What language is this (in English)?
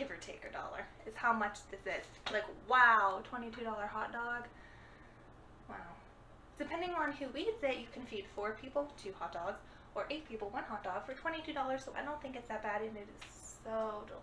English